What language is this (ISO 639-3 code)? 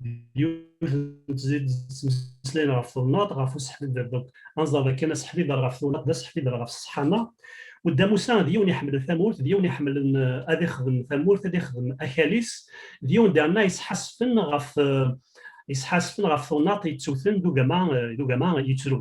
kab